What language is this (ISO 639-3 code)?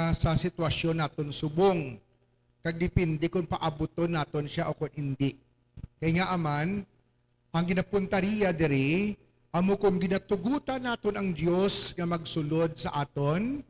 hil